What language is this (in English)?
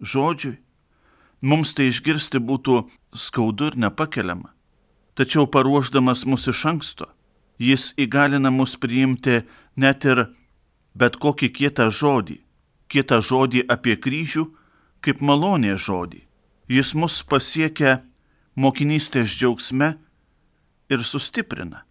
Lithuanian